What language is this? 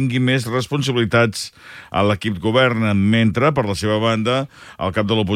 Catalan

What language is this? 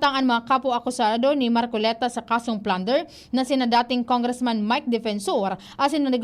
Bikol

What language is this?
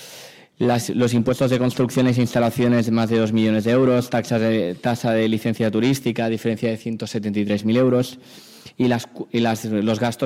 Catalan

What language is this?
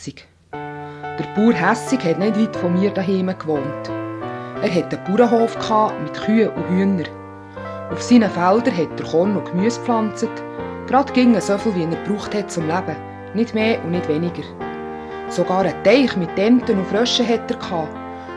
Swiss German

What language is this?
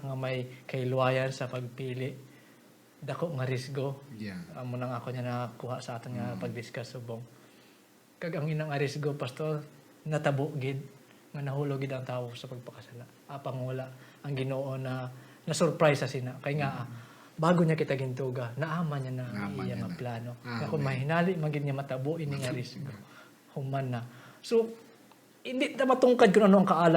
Hiligaynon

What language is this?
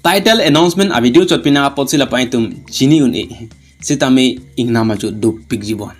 Karbi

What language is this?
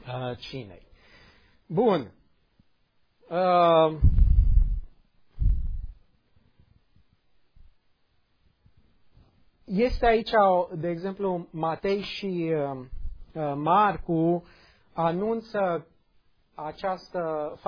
Romanian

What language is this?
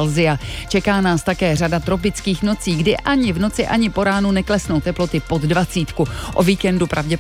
Czech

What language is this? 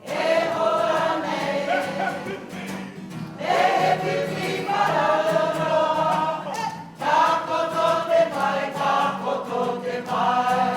Māori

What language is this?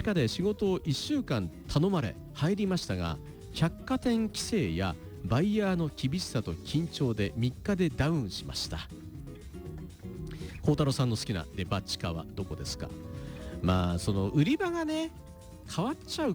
Japanese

